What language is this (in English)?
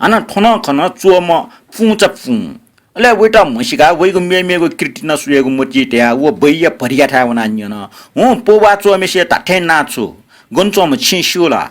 Newari